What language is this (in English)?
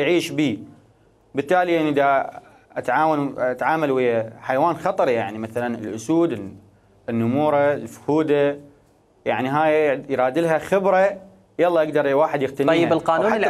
Mesopotamian Arabic